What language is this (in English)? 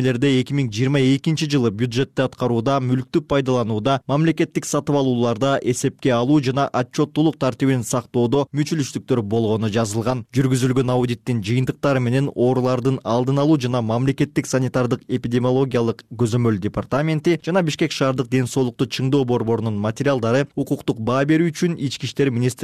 Kyrgyz